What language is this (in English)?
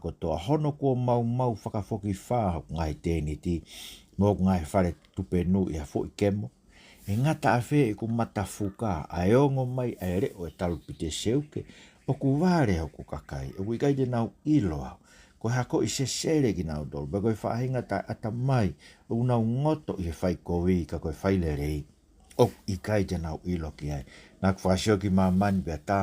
Tongan